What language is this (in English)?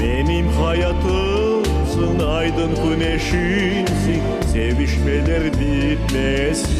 Crimean Tatar